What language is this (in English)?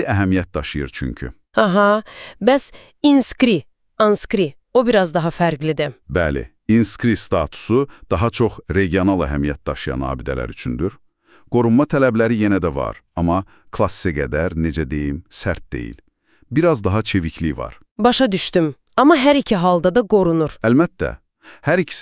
Azerbaijani